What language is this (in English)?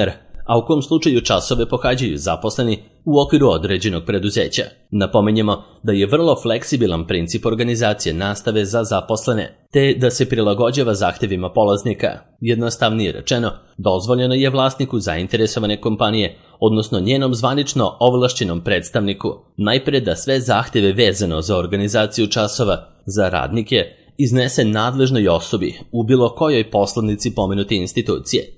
Serbian